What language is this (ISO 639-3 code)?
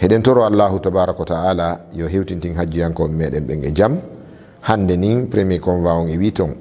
ful